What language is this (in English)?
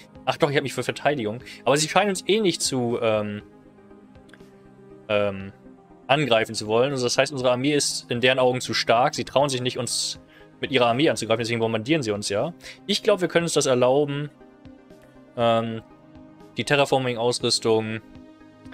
German